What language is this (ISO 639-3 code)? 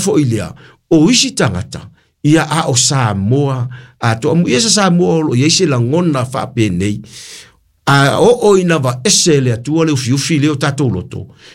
smo